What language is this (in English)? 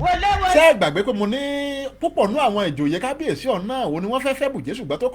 Yoruba